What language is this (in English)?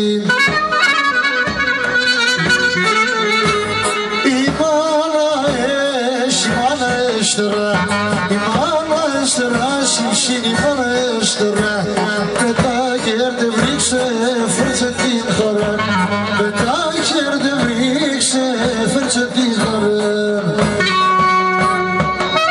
Greek